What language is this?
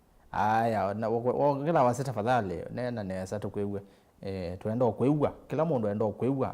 Kamba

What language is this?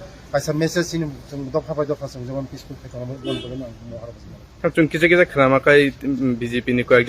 Kok Borok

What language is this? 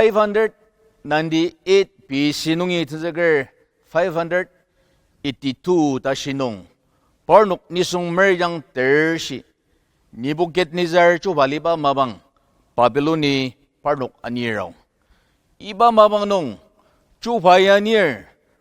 Ao Naga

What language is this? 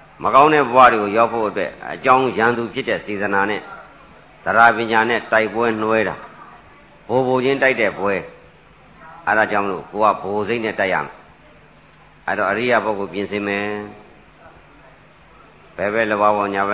Burmese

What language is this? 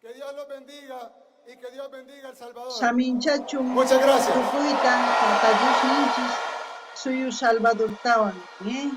South Bolivian Quechua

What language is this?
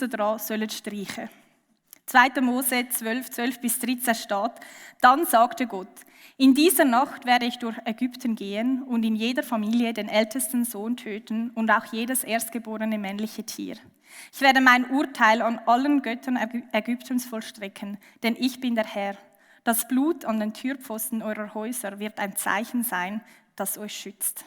Swiss German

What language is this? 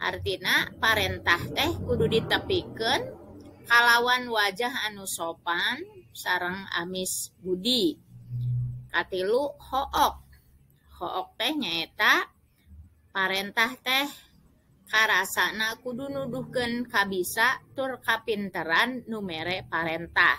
Sundanese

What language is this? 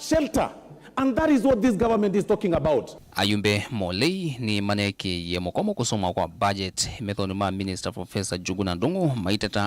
Kamba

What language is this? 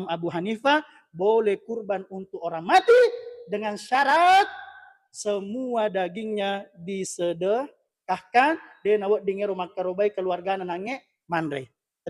Buginese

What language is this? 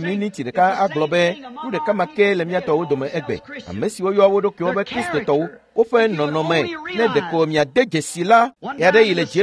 Ewe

